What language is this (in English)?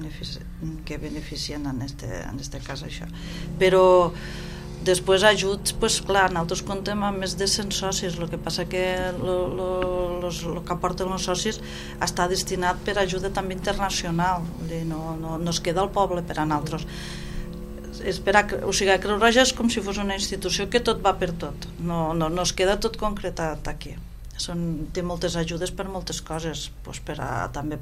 Catalan